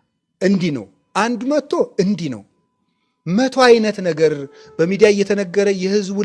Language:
Amharic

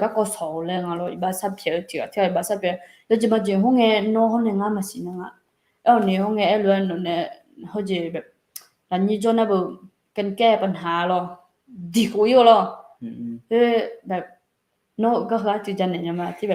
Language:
Akha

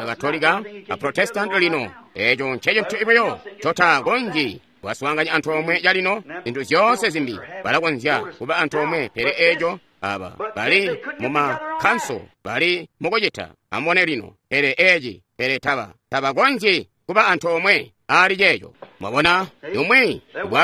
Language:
Tonga (Zambia)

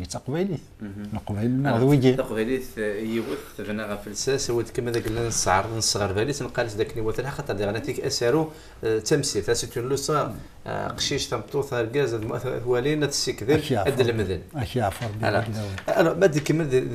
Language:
Kabyle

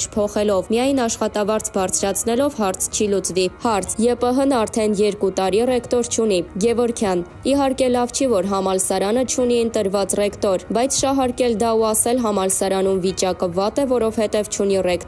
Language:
Armenian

